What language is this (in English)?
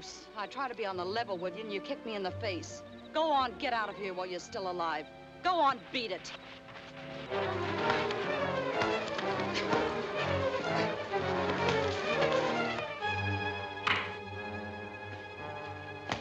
English